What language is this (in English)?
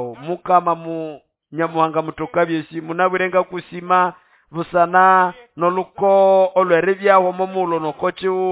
Nande